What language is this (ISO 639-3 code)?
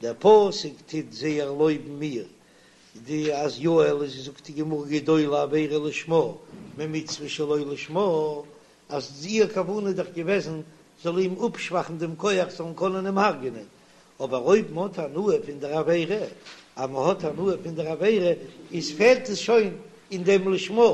yid